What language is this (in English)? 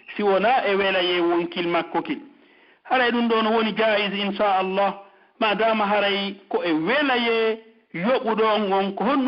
Pular